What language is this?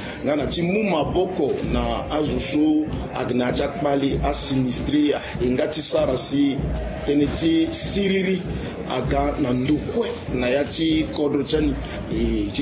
Sango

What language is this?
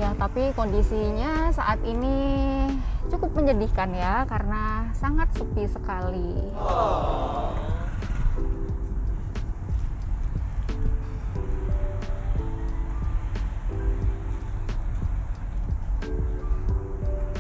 Indonesian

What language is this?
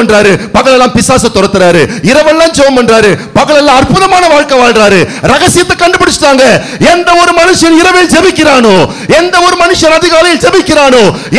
Tamil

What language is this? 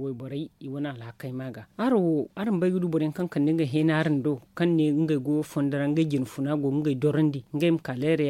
Zarma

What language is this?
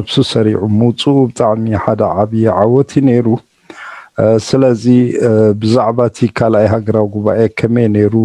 Tigrinya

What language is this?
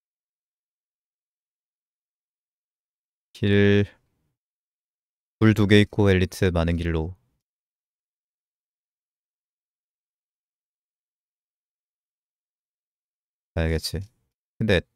Korean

